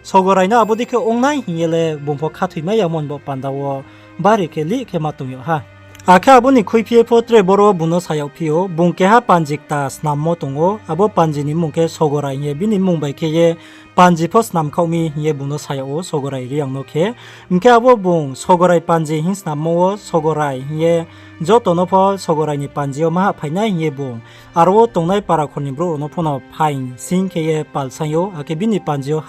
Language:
Riang (India)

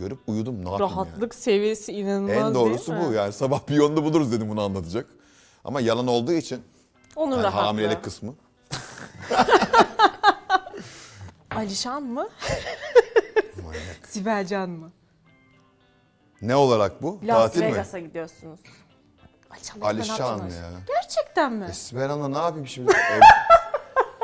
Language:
Turkish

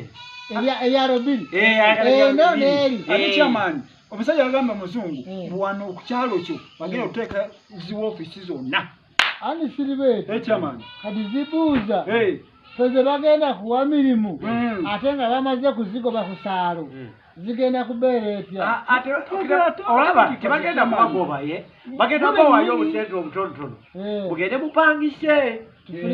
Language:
Ganda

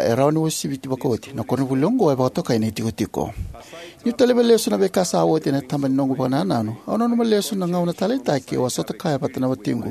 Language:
Fijian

